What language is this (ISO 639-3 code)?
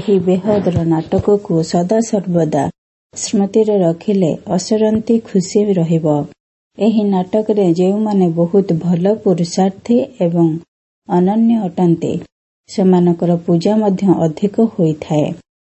ori